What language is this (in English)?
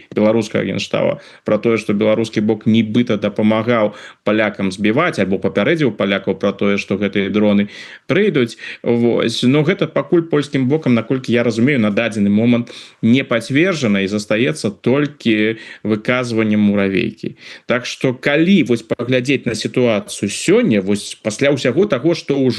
Belarusian